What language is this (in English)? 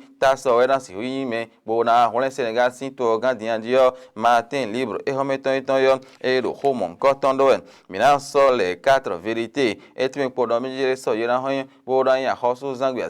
Fon